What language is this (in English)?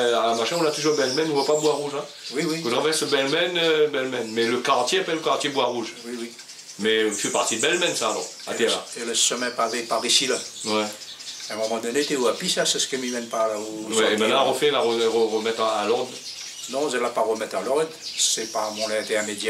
Réunion Creole French